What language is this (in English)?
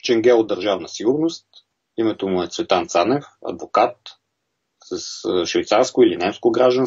Bulgarian